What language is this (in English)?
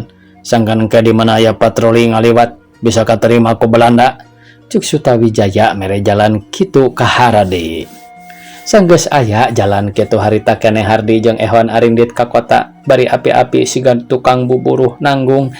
Sundanese